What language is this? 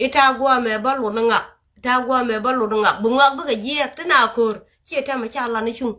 Nuer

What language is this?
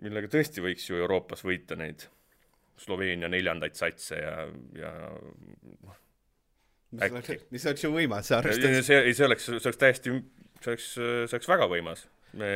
Estonian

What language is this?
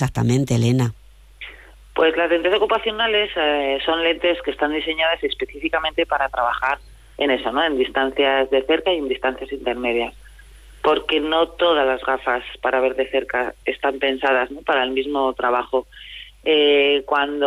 Spanish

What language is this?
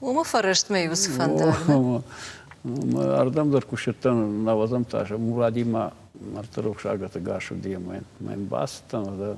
Ossetic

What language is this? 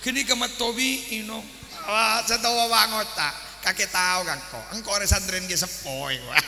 Madurese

